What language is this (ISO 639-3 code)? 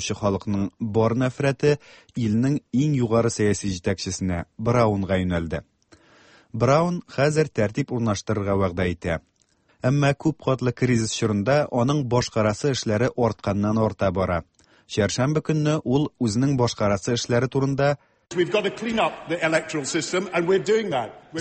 tat